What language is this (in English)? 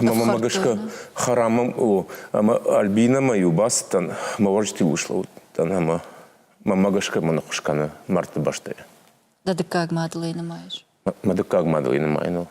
Ossetic